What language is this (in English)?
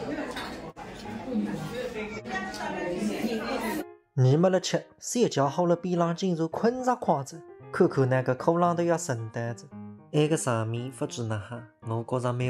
Wu Chinese